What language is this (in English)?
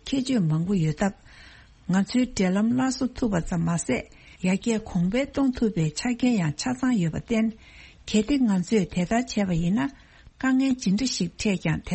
Tibetan